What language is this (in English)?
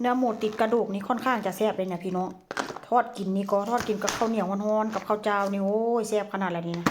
Northeastern Thai